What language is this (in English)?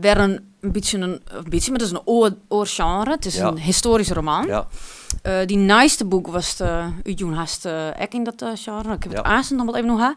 Western Frisian